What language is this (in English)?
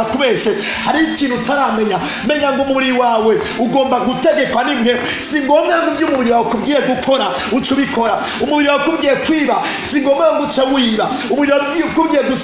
Rundi